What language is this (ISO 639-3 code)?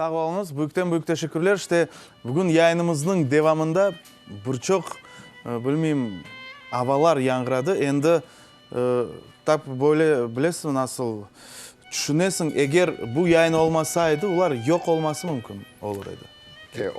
crh